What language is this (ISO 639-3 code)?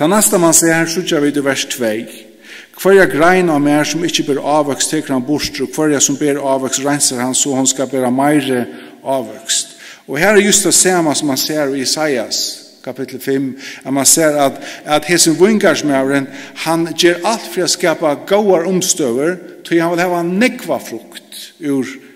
fao